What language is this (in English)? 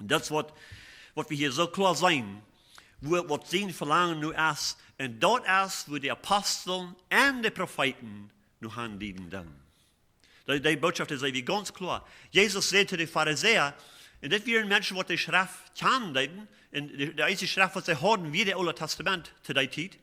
Plautdietsch